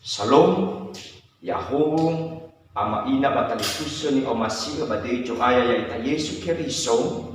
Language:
Nias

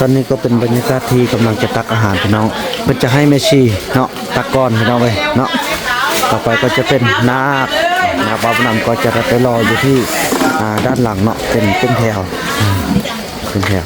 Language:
Northeastern Thai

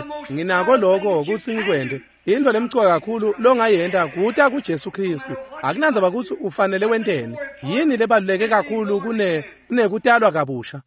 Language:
Swati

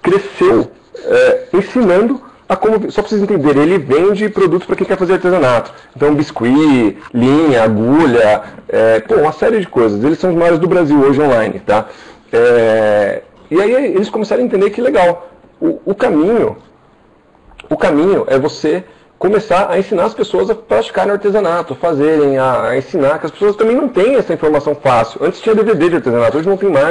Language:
Portuguese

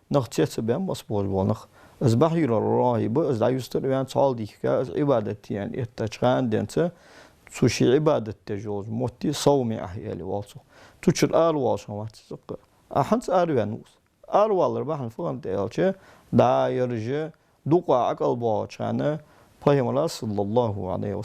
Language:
Ingush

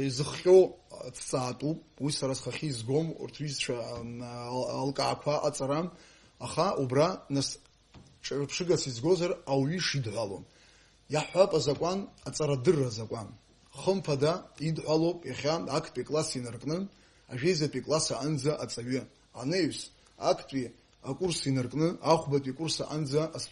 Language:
Abkhazian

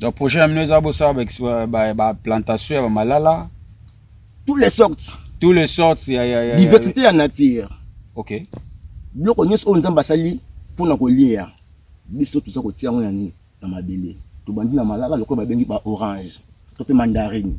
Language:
Lingala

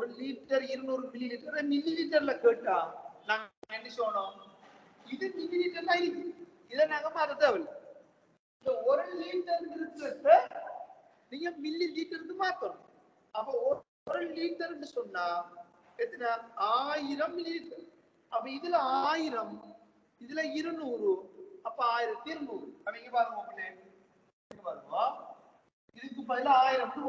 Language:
Tamil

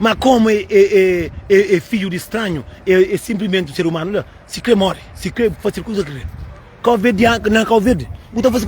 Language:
Kabuverdianu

